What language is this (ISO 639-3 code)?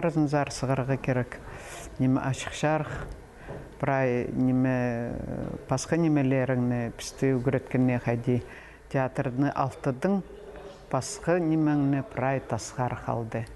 kjh